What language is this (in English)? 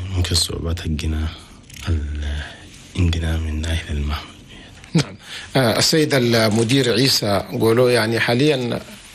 Chadian Arabic